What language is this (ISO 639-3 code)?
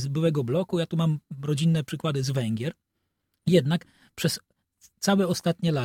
pol